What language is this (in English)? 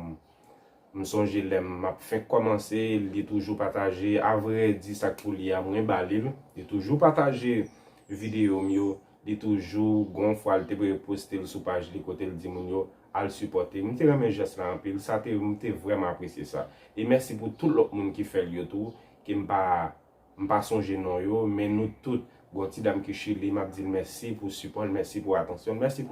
Haitian Creole